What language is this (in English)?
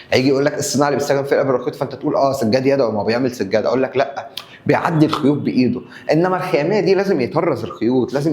Egyptian Arabic